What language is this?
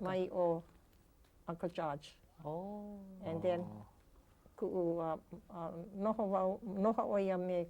Hawaiian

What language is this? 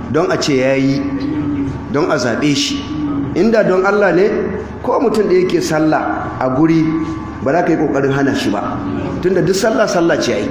Hausa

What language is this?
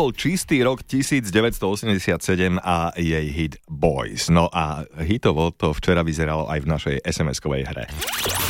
Slovak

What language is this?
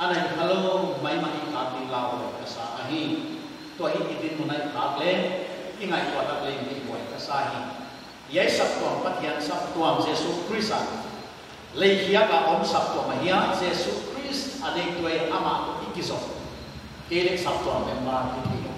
Paite Chin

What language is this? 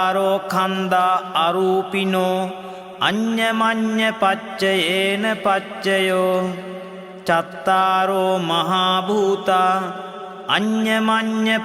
Pali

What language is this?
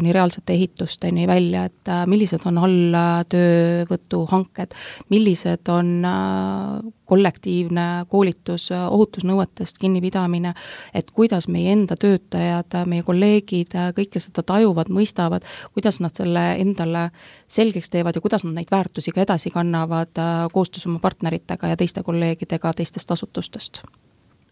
Estonian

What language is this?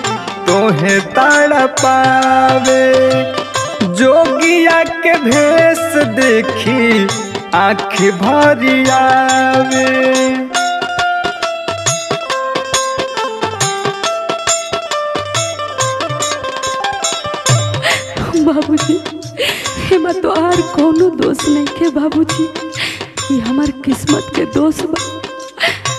Bhojpuri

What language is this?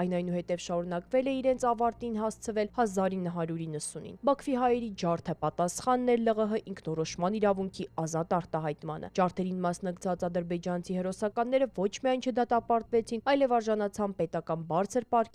Armenian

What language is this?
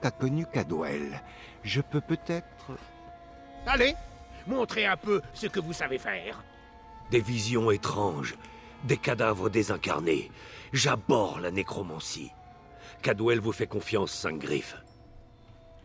French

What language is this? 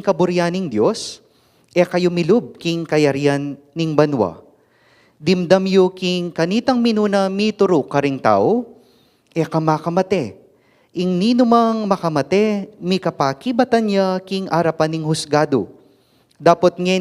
Pampanga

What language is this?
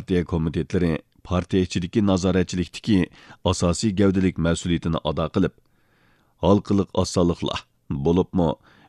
Uyghur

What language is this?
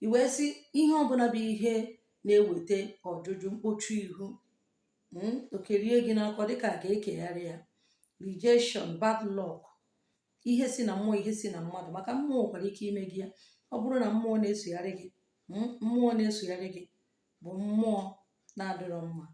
Igbo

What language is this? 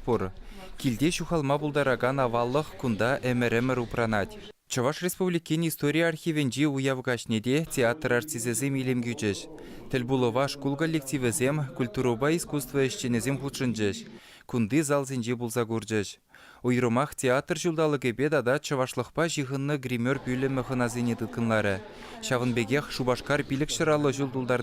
Chuvash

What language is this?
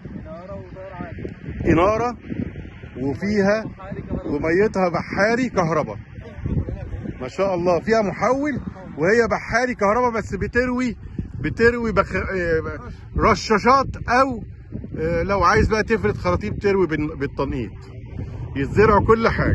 Egyptian Arabic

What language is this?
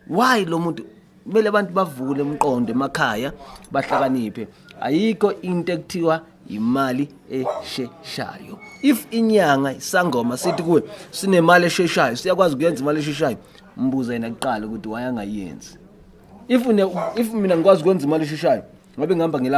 Zulu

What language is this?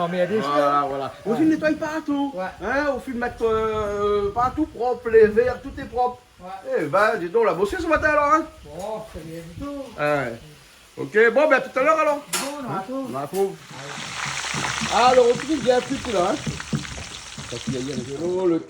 Réunion Creole French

